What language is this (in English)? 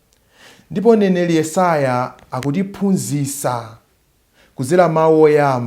Nyanja